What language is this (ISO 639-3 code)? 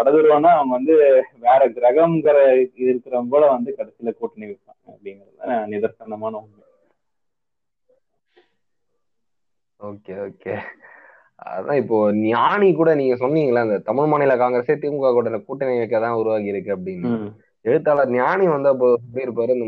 tam